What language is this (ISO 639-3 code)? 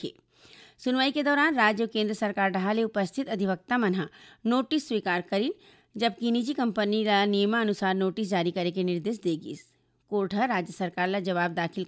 hne